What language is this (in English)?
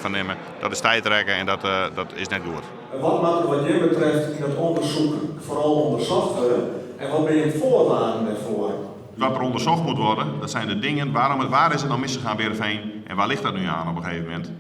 Western Frisian